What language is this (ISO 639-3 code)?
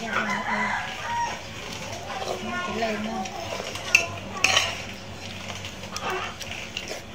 vie